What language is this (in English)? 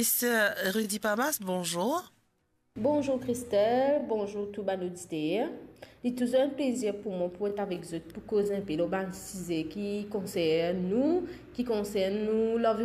Morisyen